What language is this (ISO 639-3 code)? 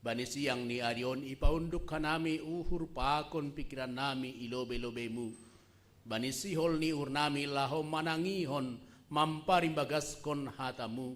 bts